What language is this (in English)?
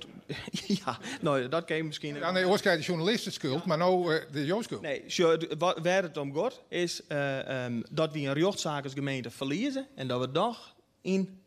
Western Frisian